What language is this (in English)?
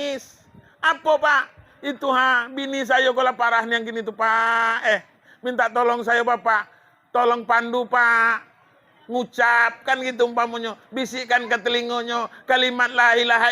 Minangkabau